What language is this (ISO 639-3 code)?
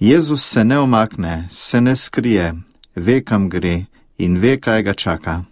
slv